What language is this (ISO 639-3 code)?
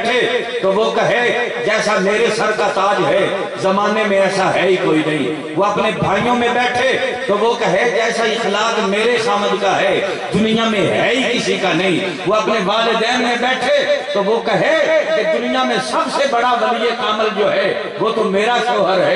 urd